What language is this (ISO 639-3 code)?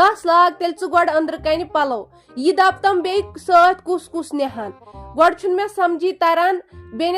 kas